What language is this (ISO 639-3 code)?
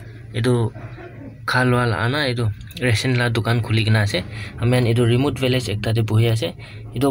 nag